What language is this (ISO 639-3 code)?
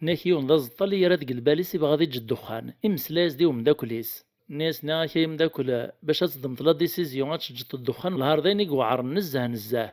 kab